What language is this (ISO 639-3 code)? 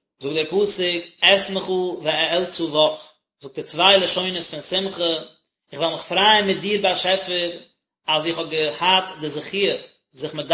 yid